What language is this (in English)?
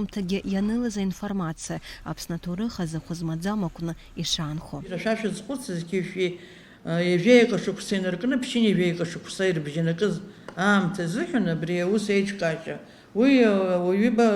Abkhazian